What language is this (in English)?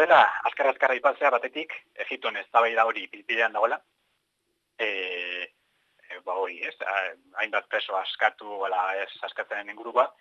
Basque